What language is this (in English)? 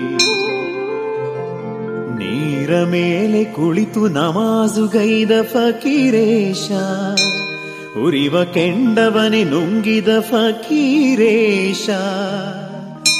Kannada